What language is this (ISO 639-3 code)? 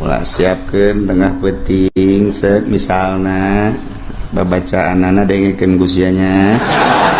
sun